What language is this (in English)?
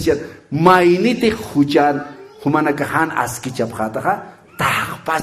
Aymara